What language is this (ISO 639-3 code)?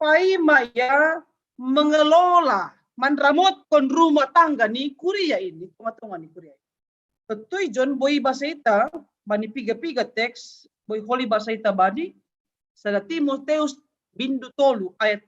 bts